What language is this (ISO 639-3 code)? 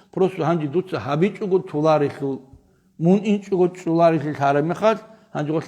ava